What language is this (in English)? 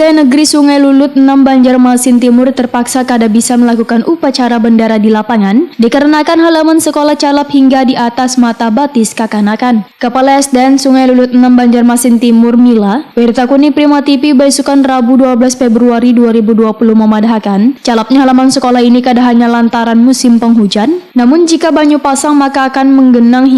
Banjar